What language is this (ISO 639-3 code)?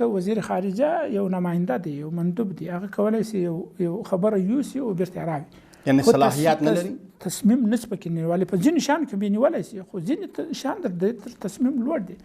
pus